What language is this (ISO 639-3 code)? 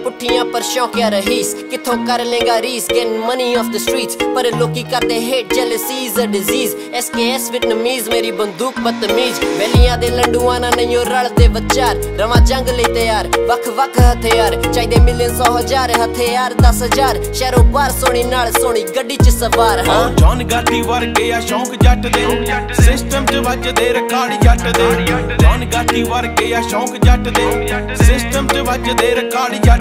pan